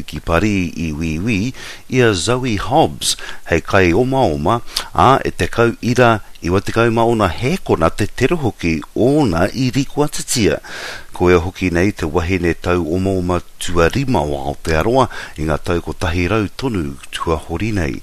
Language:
Māori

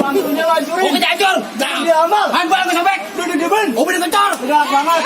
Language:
Betawi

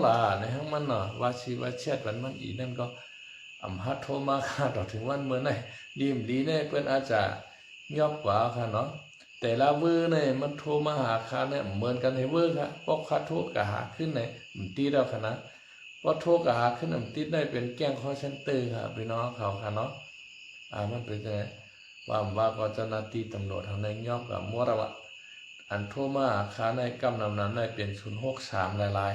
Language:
Shan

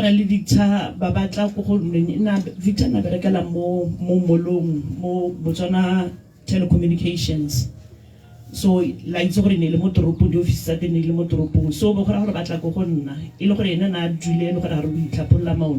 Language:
Tswana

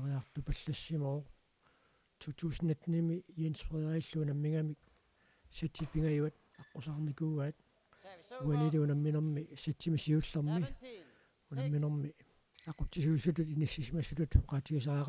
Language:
Kalaallisut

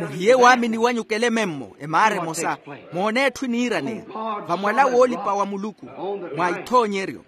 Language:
Makhuwa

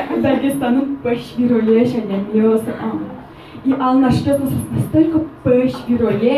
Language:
Udmurt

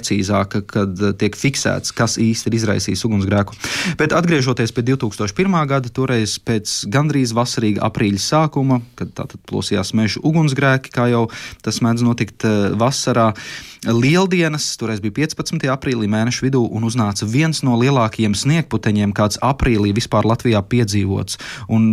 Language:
Latvian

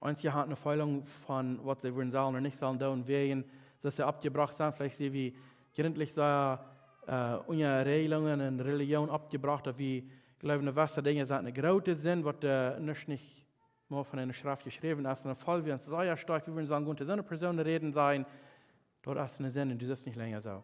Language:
Plautdietsch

